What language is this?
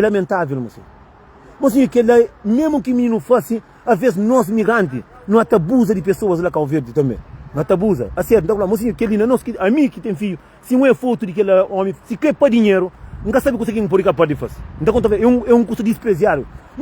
Kabuverdianu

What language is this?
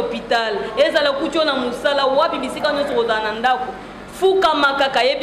Lingala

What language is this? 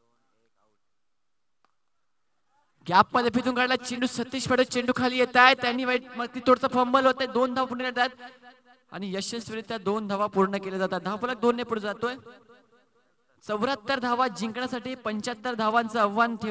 Marathi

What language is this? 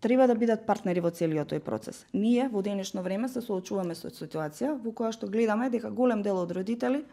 Macedonian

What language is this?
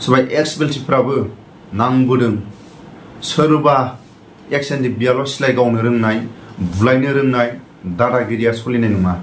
Bodo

